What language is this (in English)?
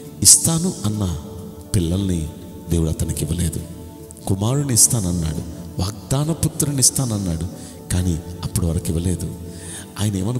Telugu